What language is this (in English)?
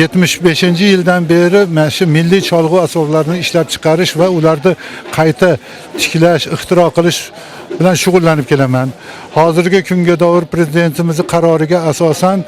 Uzbek